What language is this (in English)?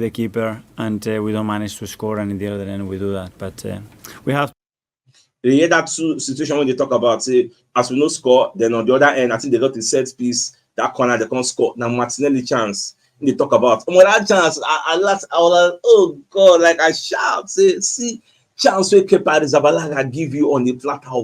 Nigerian Pidgin